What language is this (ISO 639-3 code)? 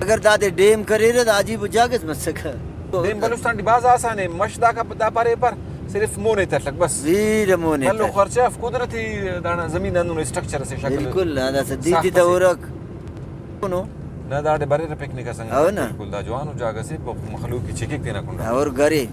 brh